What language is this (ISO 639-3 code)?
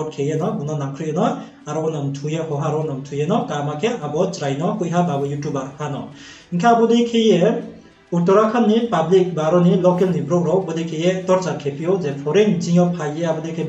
ria